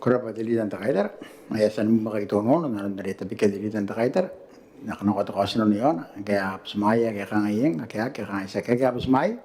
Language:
Gilbertese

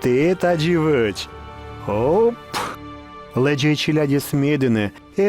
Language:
Komi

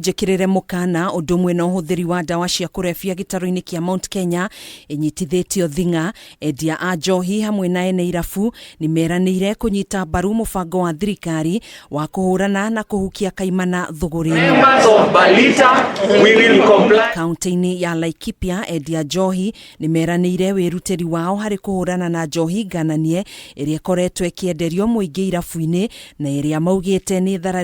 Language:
Kikuyu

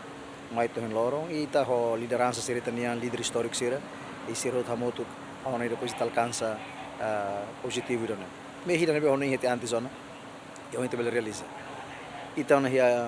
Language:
Tetum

